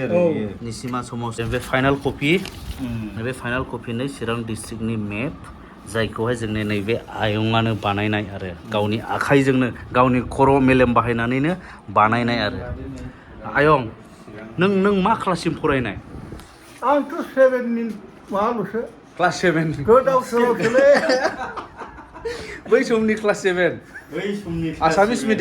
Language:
Bodo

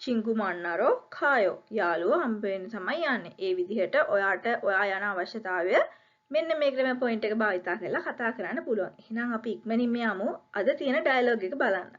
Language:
Sinhala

